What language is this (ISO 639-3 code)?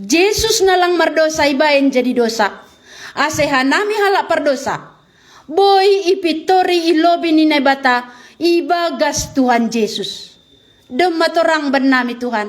bts